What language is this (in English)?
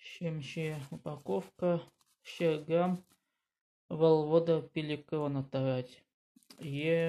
Chuvash